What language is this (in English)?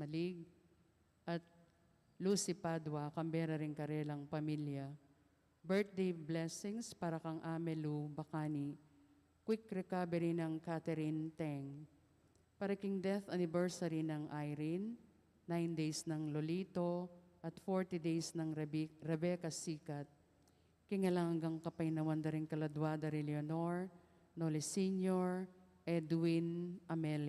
Pampanga